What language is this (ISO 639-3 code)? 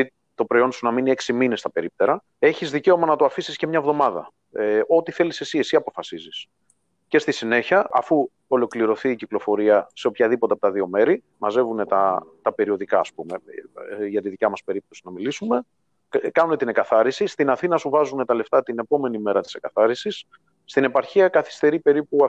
ell